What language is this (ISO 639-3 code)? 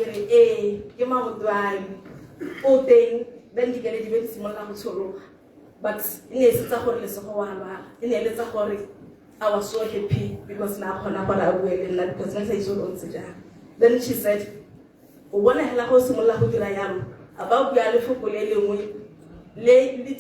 tsn